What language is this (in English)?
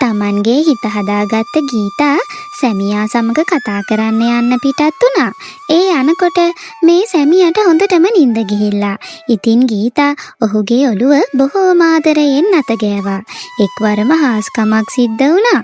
Sinhala